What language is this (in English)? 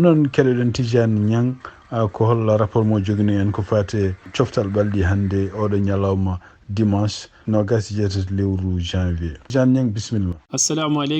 Fula